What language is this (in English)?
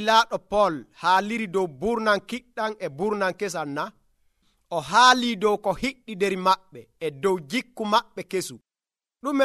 Nigerian Fulfulde